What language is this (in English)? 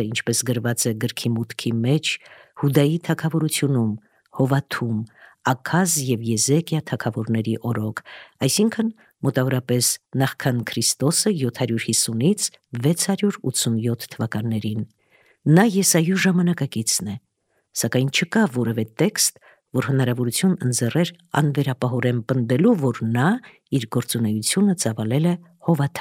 Armenian